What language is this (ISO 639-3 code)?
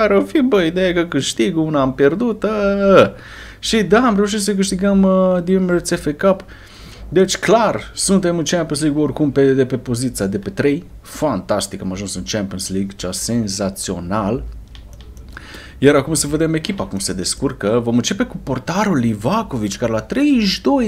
ron